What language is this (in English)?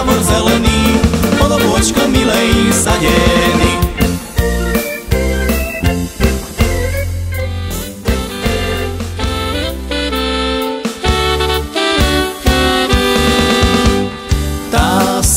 Slovak